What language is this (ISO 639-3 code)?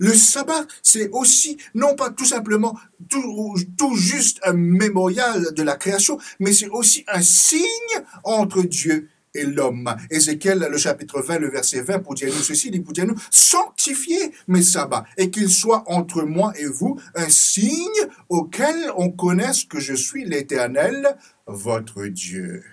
mfe